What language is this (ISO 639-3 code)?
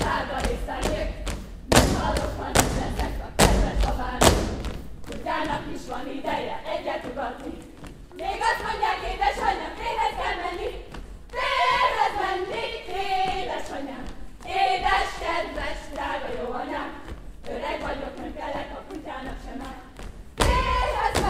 hun